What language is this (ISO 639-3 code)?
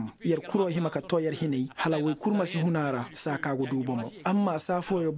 ses